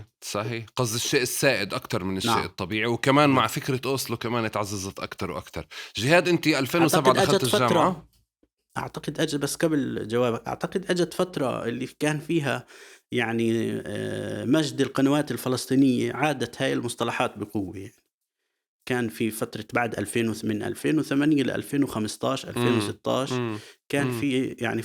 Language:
North Levantine Arabic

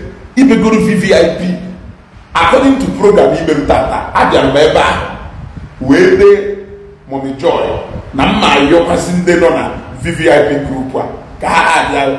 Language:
Igbo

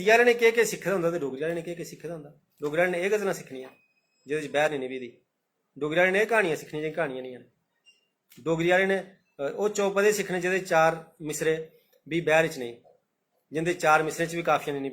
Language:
Dogri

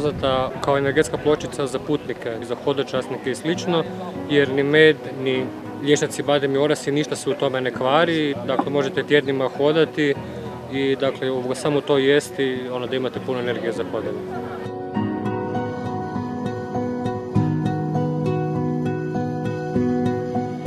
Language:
Croatian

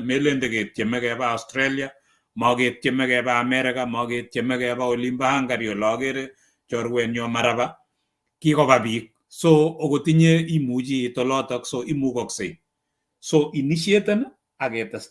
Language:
Kalenjin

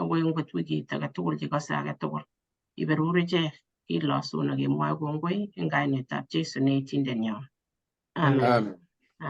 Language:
Kalenjin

